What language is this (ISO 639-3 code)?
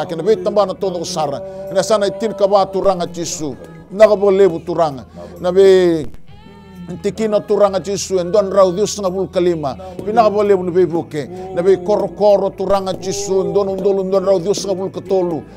fij